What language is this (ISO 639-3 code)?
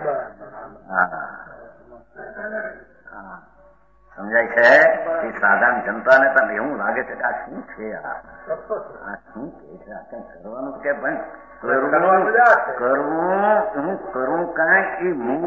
guj